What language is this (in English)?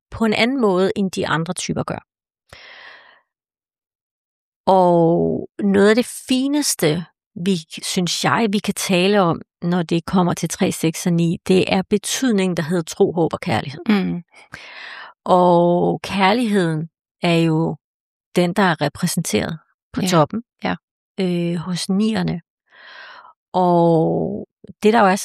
Danish